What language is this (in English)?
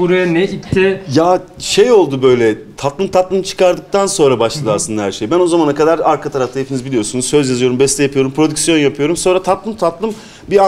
Turkish